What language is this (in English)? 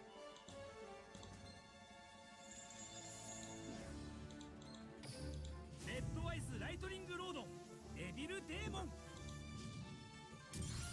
Japanese